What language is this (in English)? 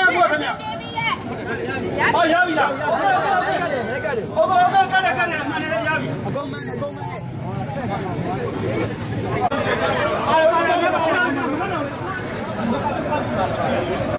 Burmese